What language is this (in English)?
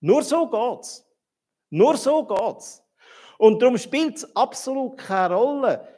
Swiss German